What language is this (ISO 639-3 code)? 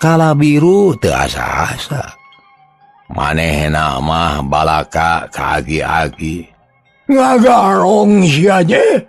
sun